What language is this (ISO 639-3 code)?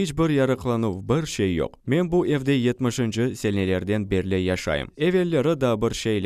crh